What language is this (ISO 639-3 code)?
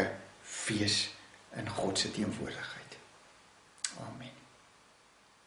afr